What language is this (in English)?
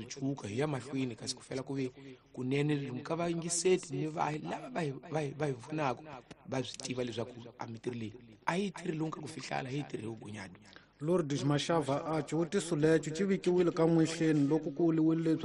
Tsonga